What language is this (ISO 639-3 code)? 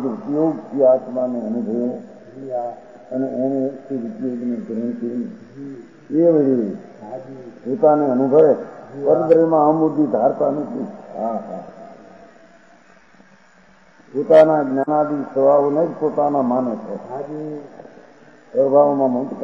guj